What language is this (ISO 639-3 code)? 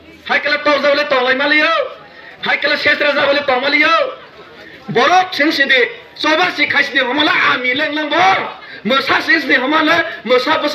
trp